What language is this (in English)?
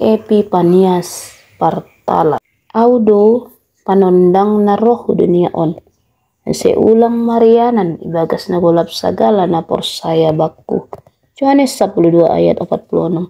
Batak Simalungun